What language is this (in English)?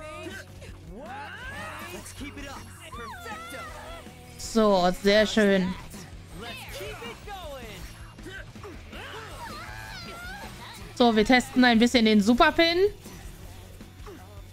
German